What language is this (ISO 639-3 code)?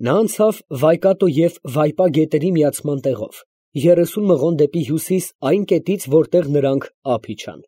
hye